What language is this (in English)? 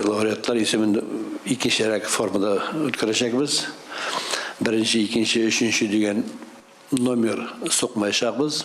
Tatar